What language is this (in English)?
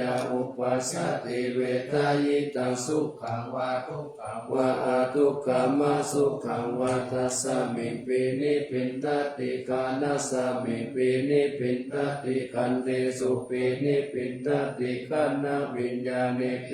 Pali